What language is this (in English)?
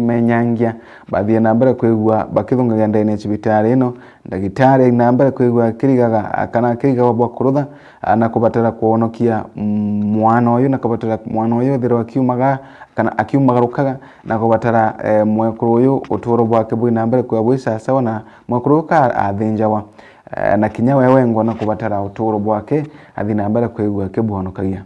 Meru